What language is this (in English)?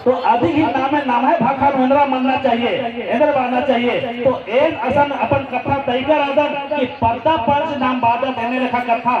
Kurukh